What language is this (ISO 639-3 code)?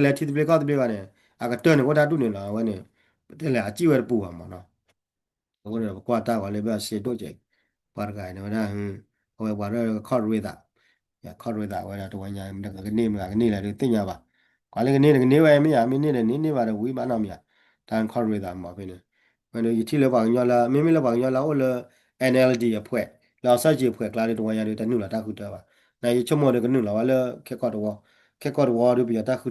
ksw